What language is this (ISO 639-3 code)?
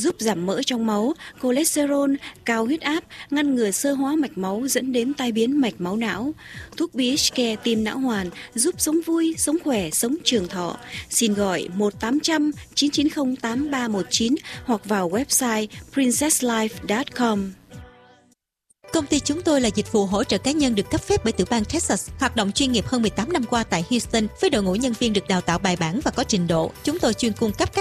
vie